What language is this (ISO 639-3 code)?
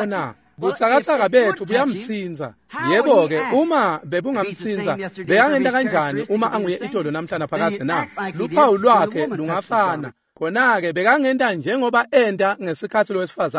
ssw